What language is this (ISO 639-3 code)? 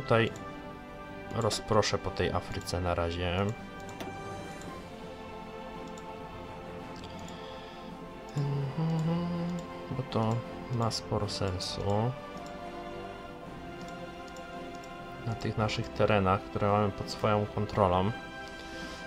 pol